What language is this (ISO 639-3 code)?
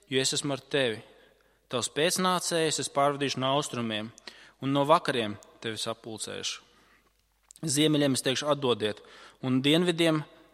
lav